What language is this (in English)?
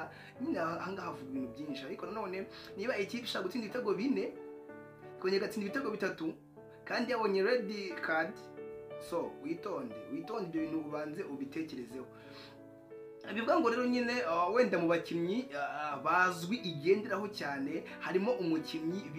Kinyarwanda